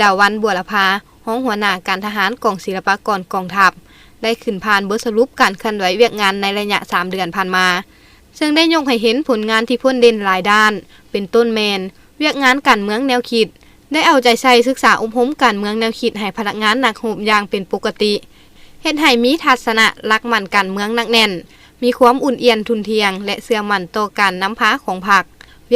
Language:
Lao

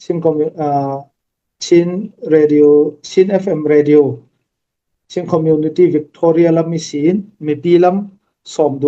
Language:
Falam Chin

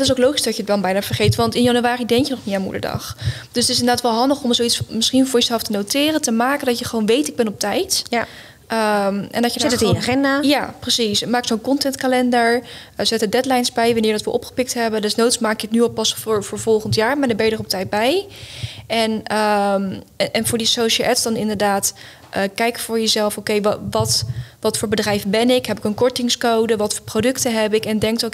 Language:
Dutch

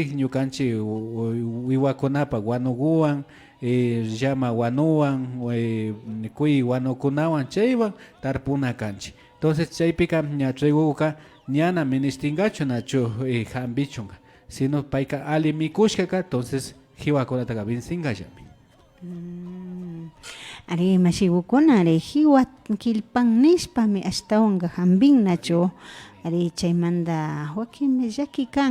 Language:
Imbabura Highland Quichua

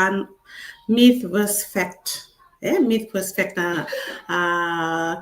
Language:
Fijian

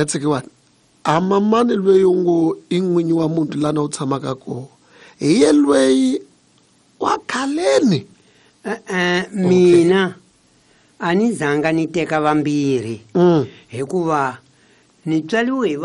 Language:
Tsonga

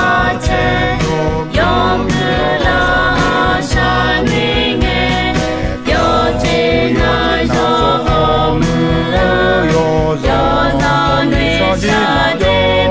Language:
Akha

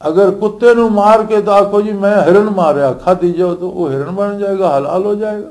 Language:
Western Panjabi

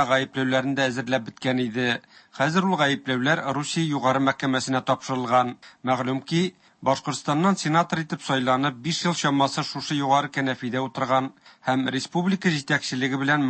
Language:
Tatar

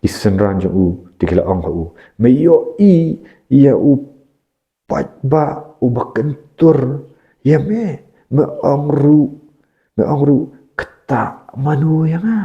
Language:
Khasi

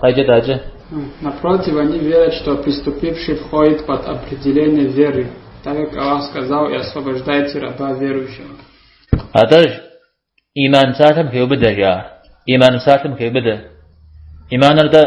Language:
Kabardian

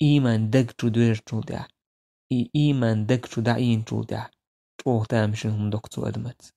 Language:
Chechen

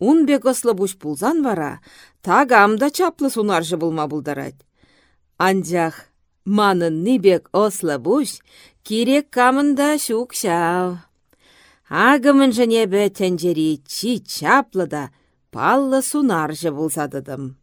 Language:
Chuvash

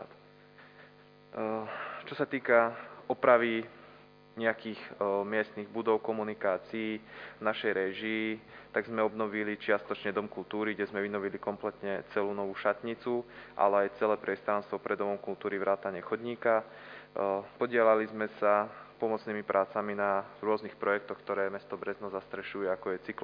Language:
Slovak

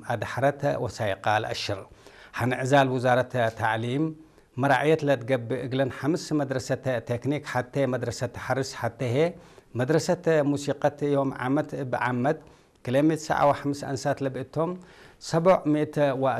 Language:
Tigre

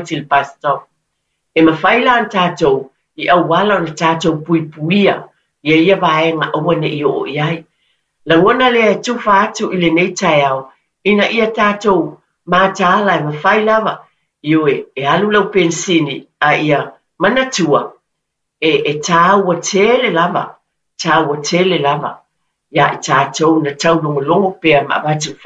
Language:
Samoan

